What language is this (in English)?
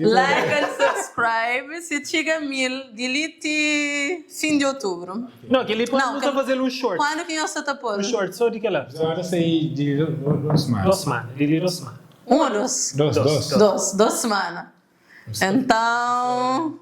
Kabuverdianu